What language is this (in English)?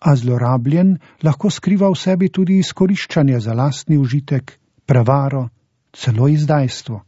Slovenian